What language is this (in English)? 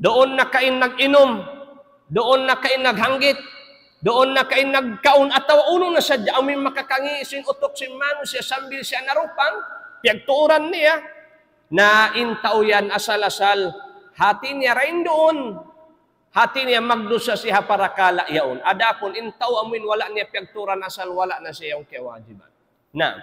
Tausug